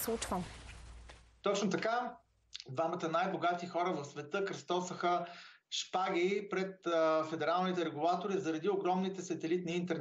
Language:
Bulgarian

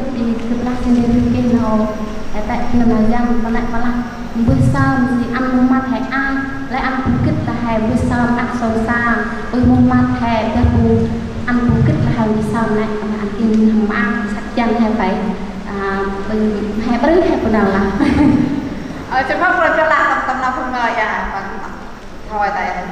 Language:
Central Mnong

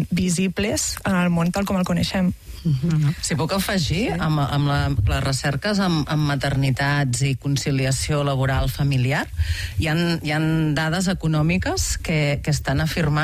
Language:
Catalan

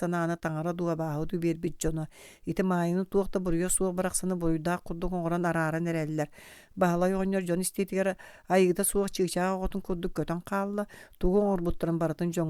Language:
Yakut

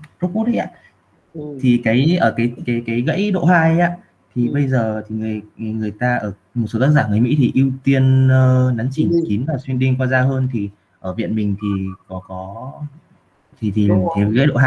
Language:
Vietnamese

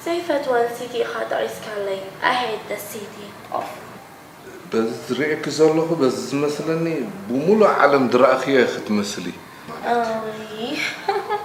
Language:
Tigrinya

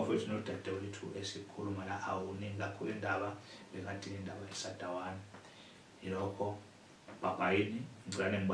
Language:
Zulu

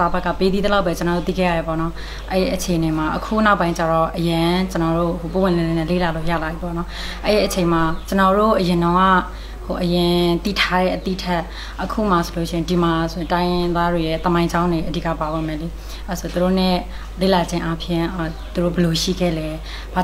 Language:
Burmese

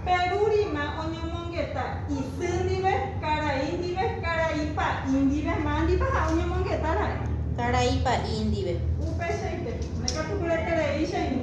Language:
Guarani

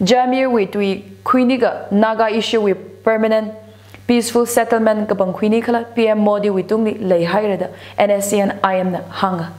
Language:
Tangkhul Naga (India)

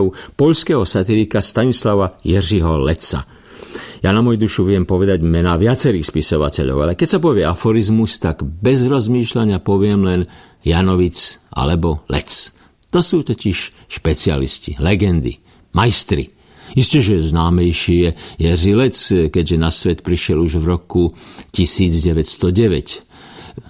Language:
Slovak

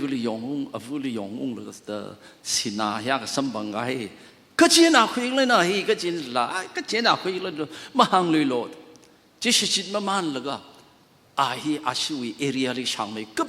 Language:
Tangkhul Naga (India)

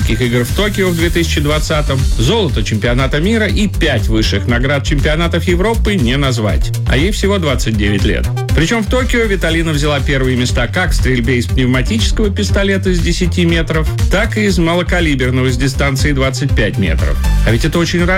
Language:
Russian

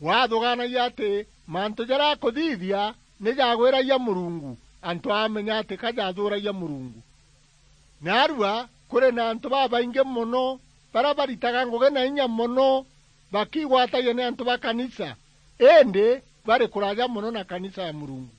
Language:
Meru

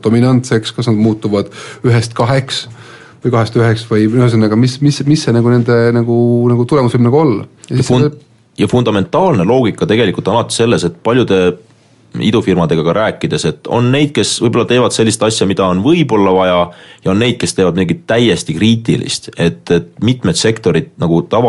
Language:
Estonian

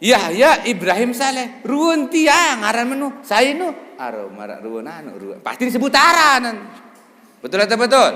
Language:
Sasak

